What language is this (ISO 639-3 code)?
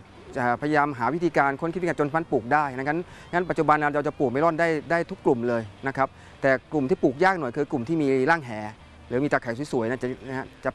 tha